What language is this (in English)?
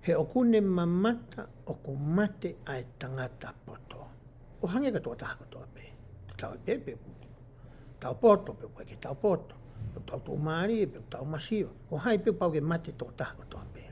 Tongan